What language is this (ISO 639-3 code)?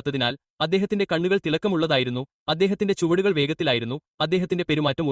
mal